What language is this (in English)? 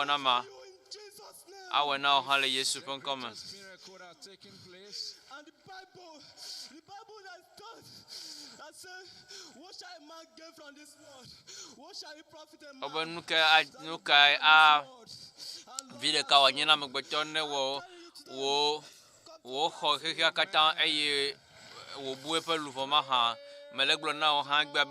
Ewe